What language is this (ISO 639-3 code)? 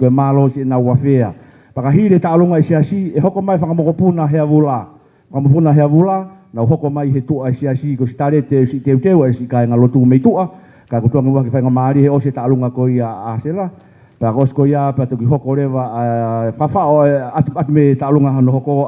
ton